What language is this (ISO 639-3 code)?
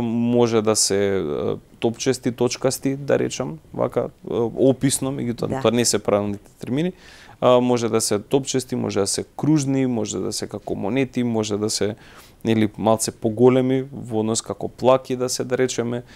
mkd